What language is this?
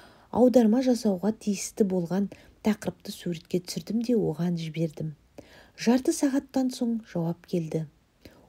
Kazakh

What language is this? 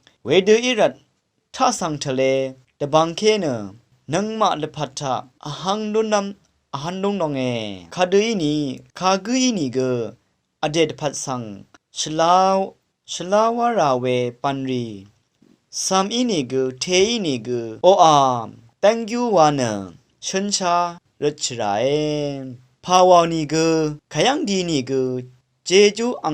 Rawang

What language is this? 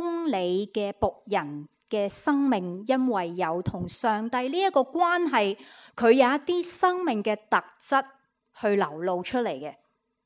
Cantonese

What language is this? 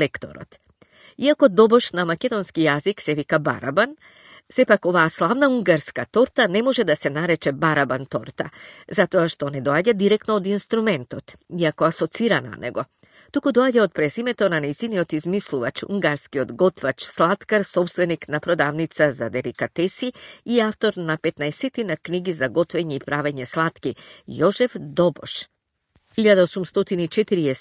Macedonian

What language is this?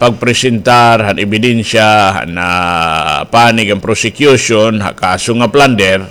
Waray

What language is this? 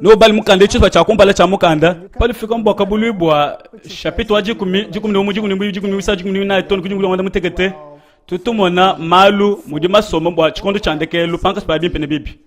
Luba-Lulua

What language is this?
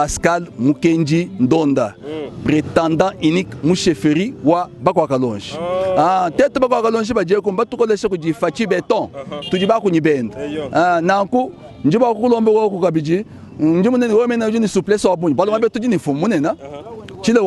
Luba-Lulua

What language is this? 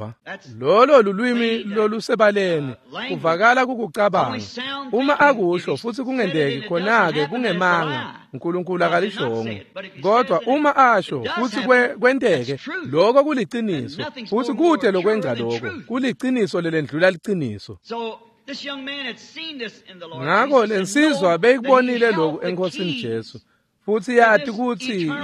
Swati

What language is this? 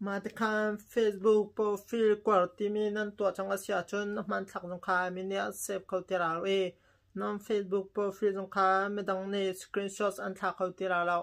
Hakha Chin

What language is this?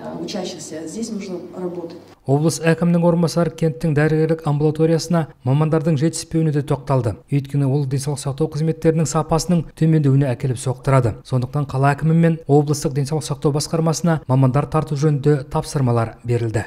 Kazakh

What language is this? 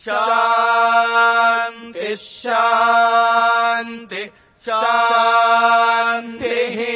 Sanskrit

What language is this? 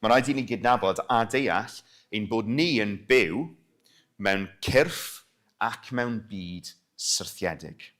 Welsh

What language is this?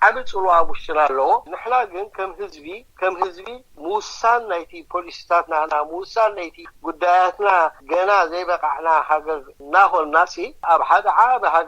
Tigrinya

